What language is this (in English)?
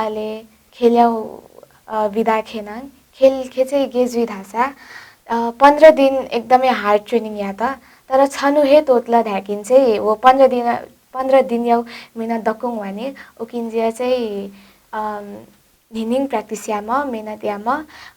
Newari